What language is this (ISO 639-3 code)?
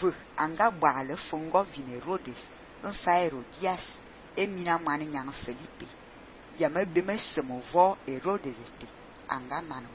fan